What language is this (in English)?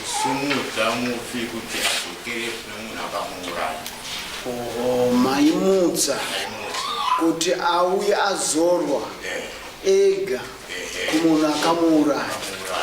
Shona